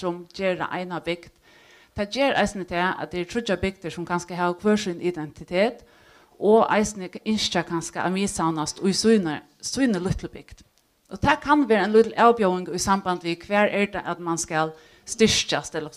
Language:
Faroese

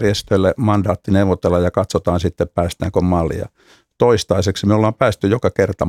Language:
Finnish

